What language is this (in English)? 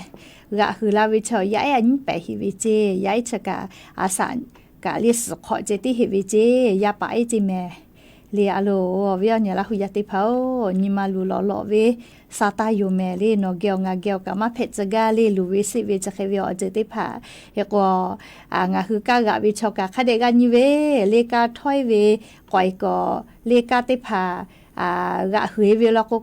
Lahu